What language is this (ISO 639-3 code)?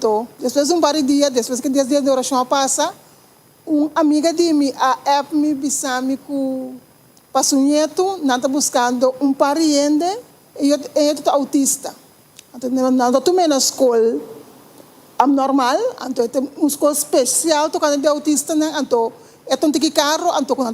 pap